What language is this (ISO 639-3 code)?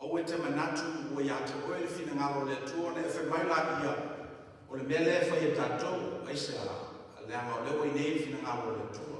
smo